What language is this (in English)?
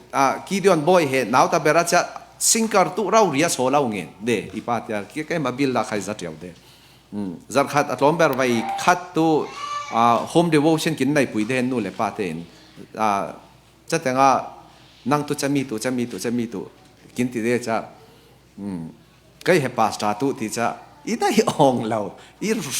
Falam Chin